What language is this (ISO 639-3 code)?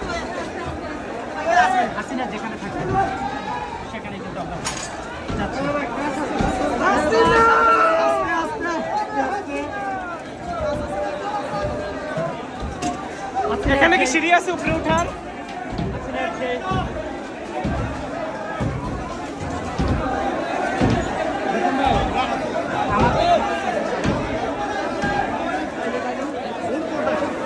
ben